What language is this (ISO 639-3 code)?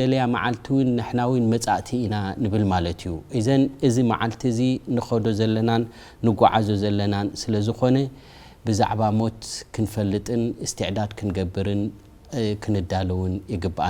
tir